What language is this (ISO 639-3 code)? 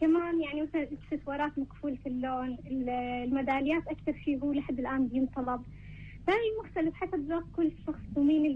apc